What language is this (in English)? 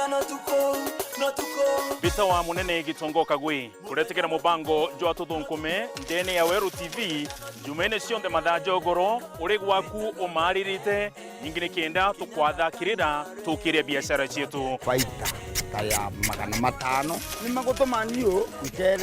Meru